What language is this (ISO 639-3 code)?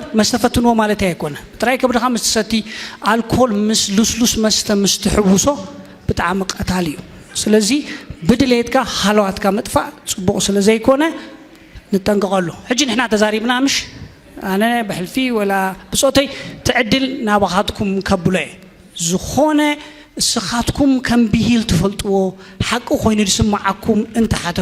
tir